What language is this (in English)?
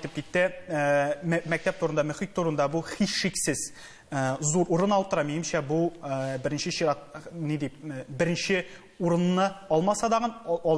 Tatar